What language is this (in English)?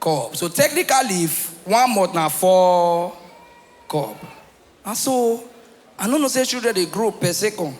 Nigerian Pidgin